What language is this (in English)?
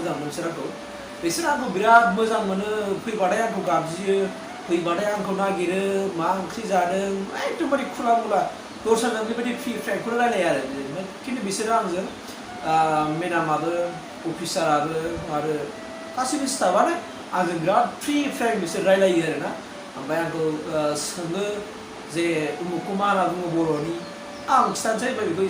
Bodo